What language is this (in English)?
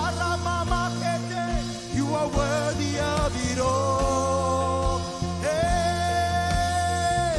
Marshallese